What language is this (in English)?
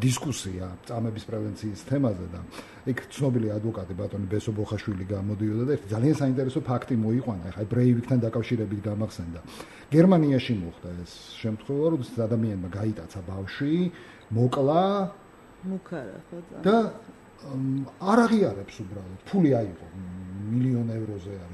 Georgian